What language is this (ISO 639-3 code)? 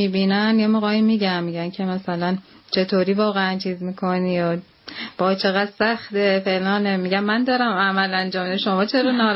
fas